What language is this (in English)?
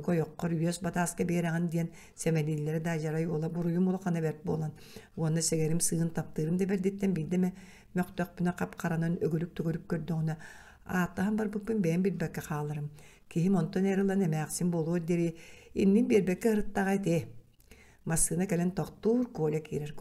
Yakut